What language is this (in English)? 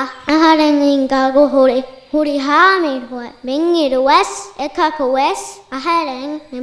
Divehi